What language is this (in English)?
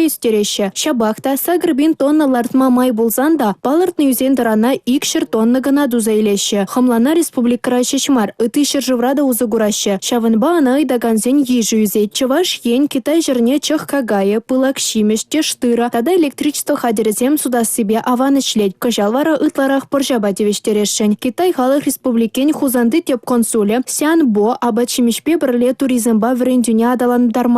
Chuvash